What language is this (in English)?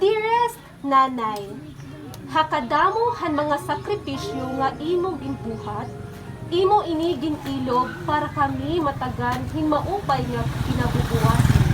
Waray